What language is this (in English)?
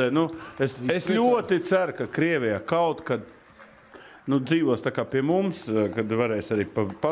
Latvian